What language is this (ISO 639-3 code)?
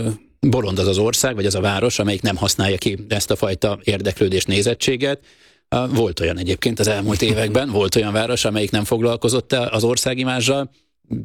hun